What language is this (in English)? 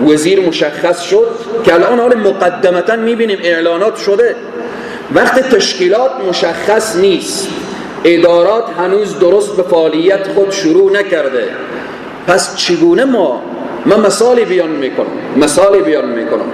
Persian